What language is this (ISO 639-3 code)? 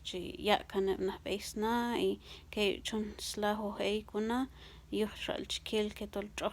kjb